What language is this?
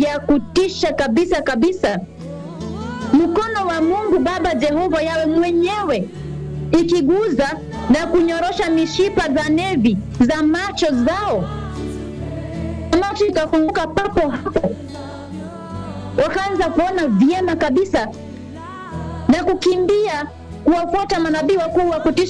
Swahili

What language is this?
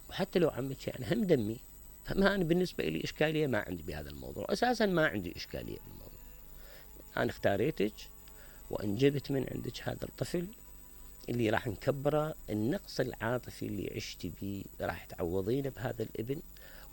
Mesopotamian Arabic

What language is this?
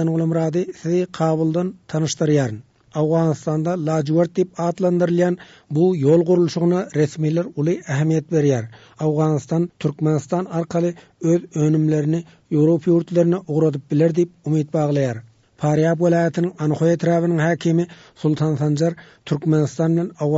Turkmen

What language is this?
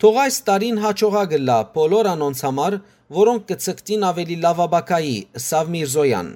Western Armenian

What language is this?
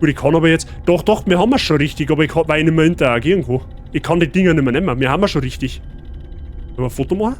Bavarian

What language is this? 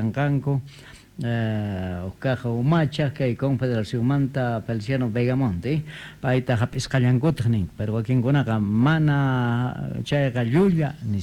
Quechua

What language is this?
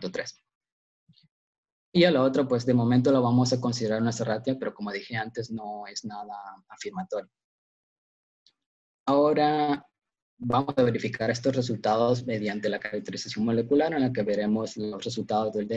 Spanish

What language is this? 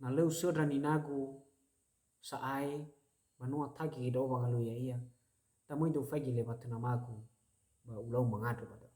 Nias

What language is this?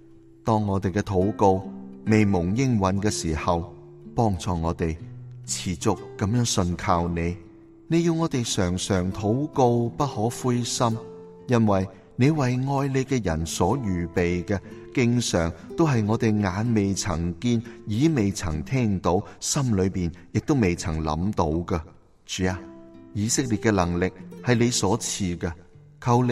Cantonese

